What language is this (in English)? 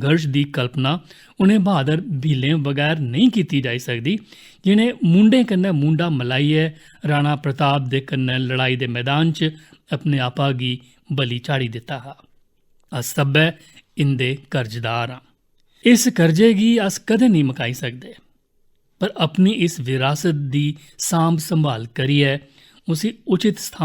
Dogri